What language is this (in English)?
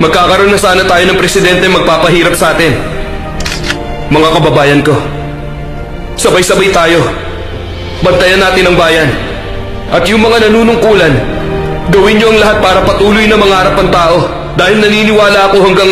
Filipino